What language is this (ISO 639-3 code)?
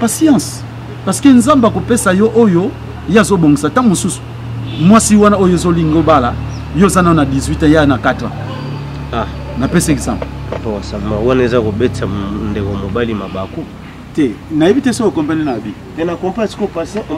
lin